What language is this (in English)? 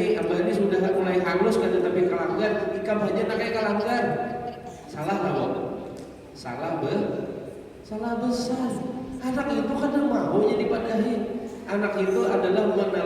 Banjar